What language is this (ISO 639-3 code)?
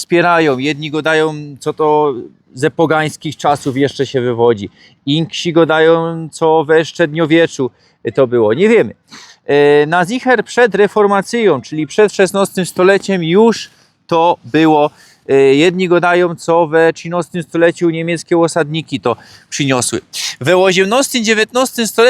szl